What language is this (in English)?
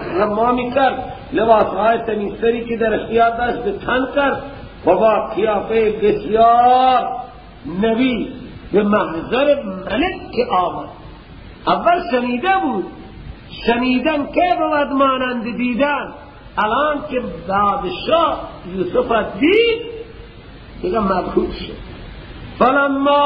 Persian